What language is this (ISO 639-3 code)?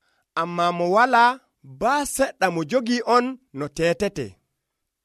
fuv